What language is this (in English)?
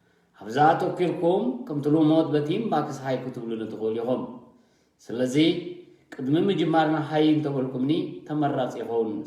Tigrinya